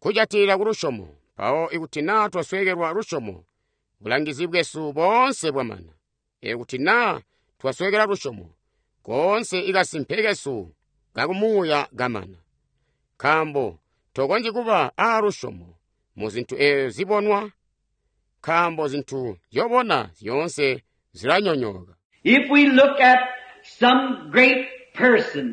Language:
Tonga (Zambia)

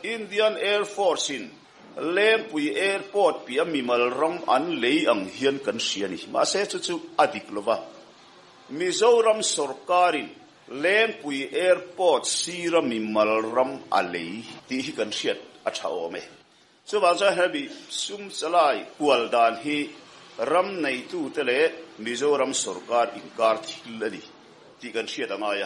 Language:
Mizo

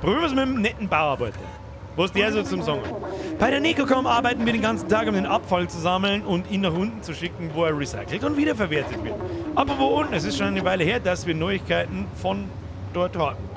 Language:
Bavarian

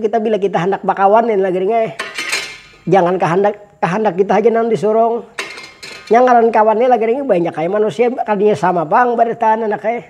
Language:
Banjar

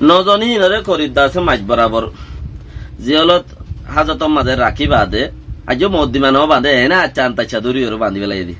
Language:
Rohingya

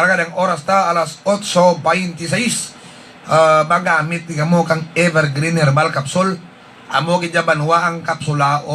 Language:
Hiligaynon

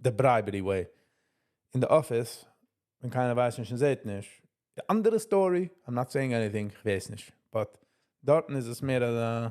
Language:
Yiddish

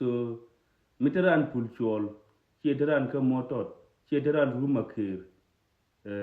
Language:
Nuer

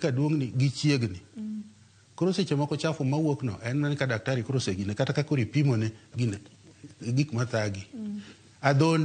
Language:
Luo (Kenya and Tanzania)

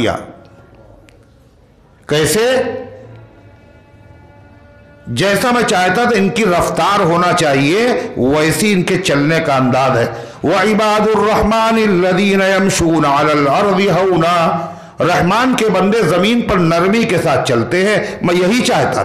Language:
Urdu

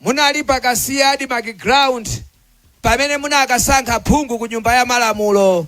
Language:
Nyanja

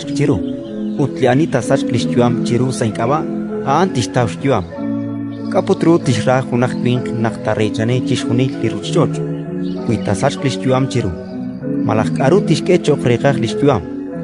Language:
Kekchí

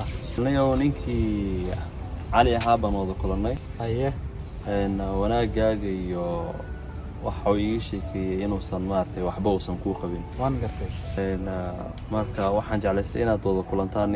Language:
Somali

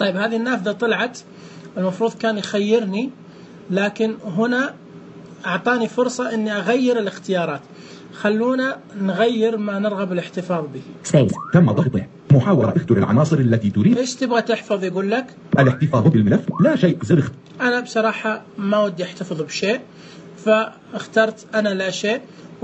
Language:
Najdi Arabic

